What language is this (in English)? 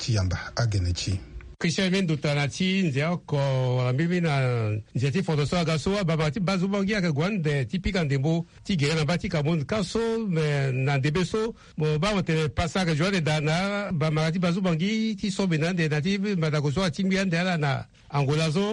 Sango